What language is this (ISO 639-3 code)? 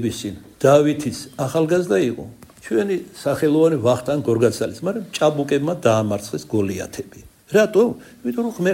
kat